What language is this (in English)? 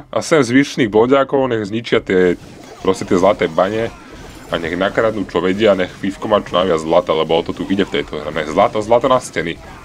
Slovak